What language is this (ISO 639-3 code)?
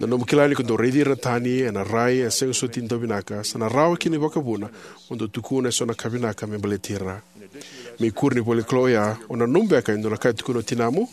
fij